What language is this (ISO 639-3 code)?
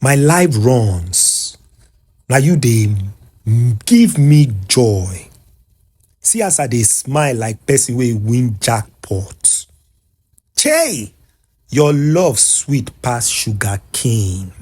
pcm